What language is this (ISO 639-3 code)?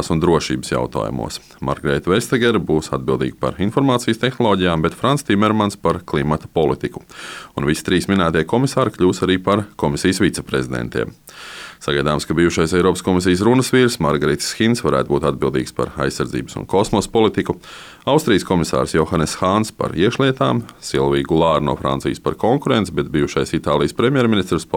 lav